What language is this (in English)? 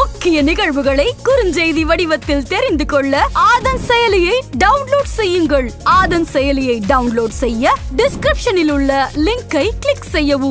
Tamil